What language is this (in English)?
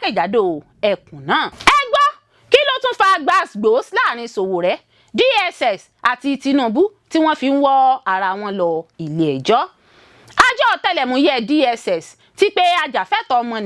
Yoruba